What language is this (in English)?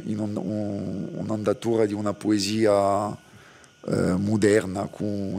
Corsican